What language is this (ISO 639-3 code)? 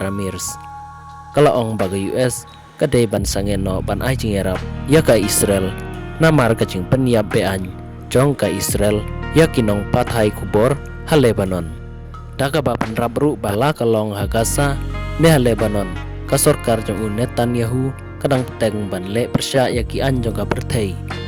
kha